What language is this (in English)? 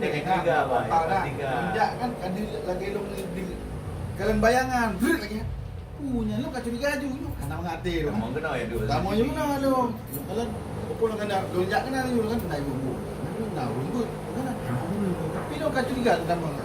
Achinese